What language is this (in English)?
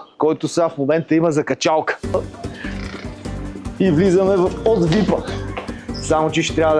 Bulgarian